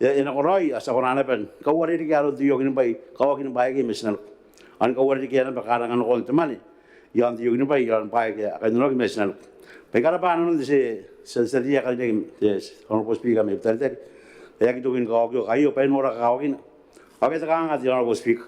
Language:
Gilbertese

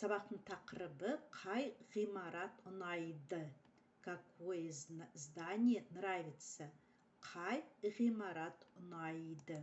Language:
Kazakh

